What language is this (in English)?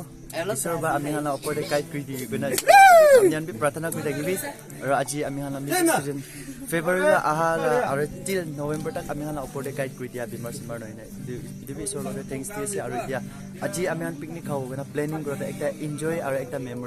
Naga Pidgin